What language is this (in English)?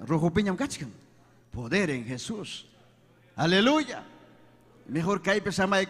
Ayacucho Quechua